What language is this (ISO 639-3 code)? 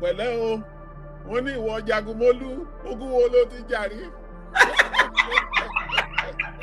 yor